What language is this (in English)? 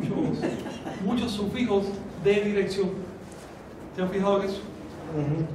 Spanish